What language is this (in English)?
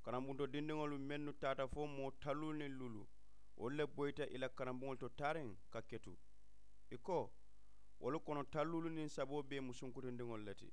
Mandingo